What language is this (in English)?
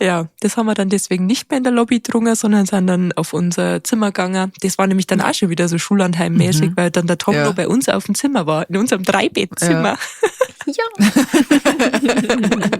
Bavarian